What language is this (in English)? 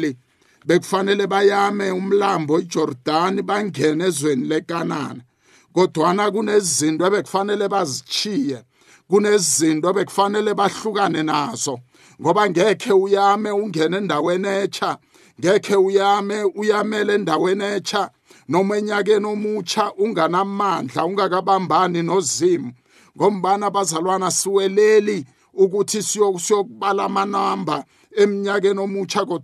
South Ndebele